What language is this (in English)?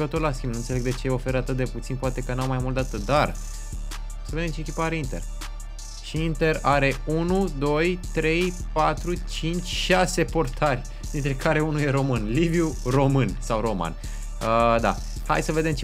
Romanian